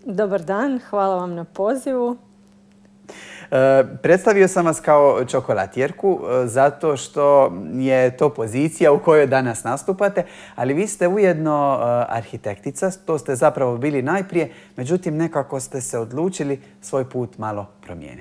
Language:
Croatian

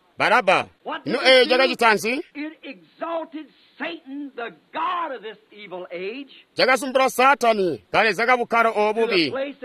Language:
Tonga (Zambia)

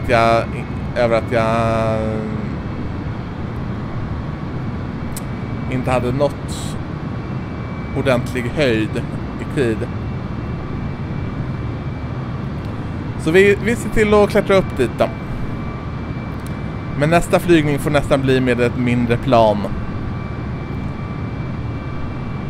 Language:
Swedish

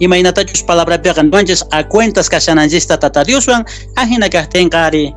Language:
South Bolivian Quechua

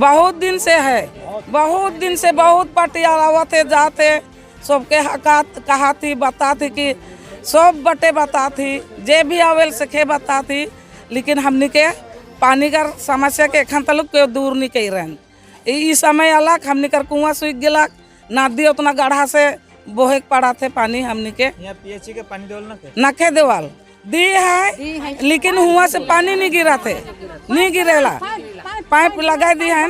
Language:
Sadri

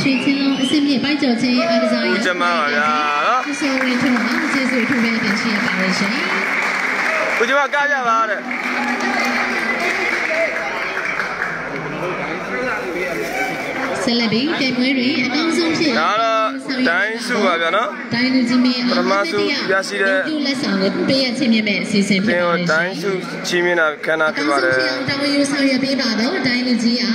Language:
Burmese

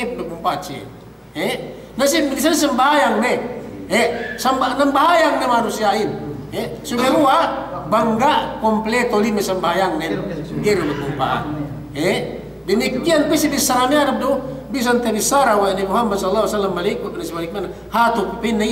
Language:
Yakan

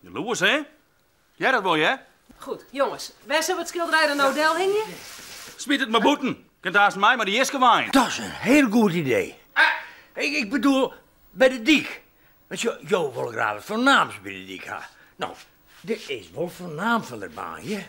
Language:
Western Frisian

